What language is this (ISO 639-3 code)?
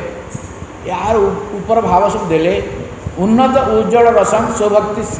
ori